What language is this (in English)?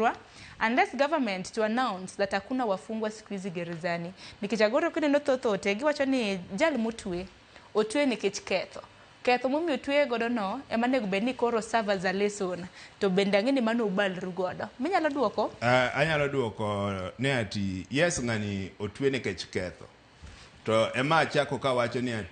Luo (Kenya and Tanzania)